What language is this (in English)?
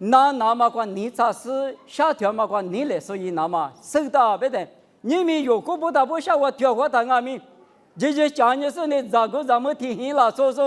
Lisu